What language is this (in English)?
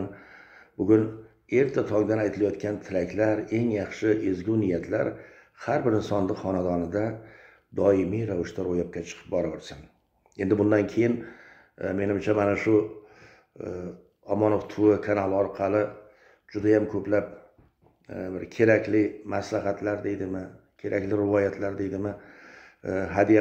Uzbek